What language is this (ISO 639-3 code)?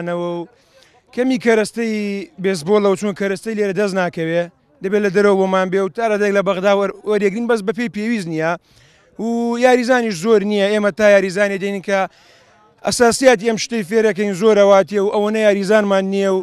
ckb